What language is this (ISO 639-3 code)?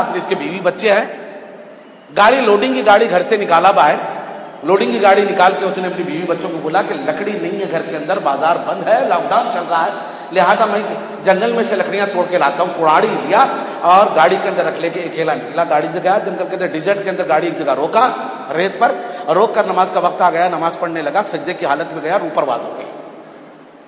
urd